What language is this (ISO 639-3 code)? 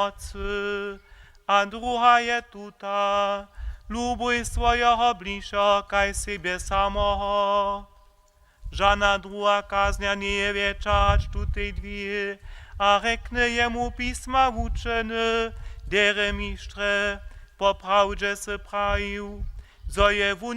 hsb